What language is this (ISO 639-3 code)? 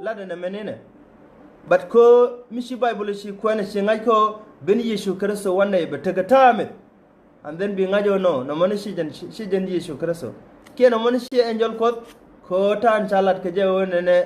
nus